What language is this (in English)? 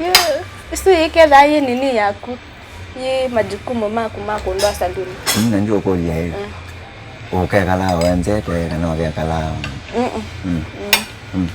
Kamba